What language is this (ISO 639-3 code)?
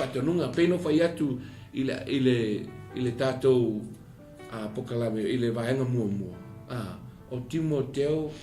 smo